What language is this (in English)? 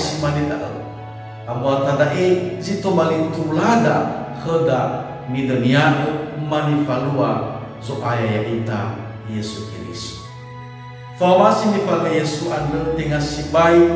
Nias